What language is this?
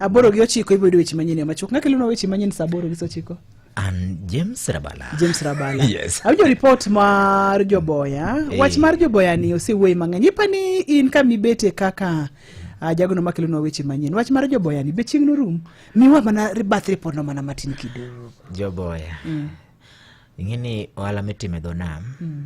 Luo (Kenya and Tanzania)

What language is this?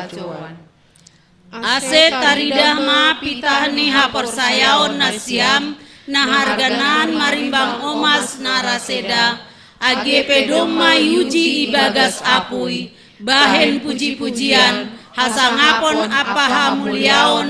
Batak Simalungun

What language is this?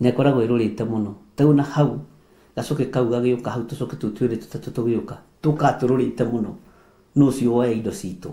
Kikuyu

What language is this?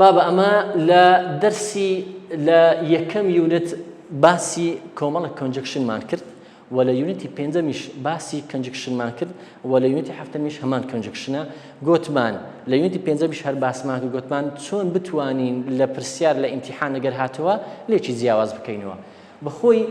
Central Kurdish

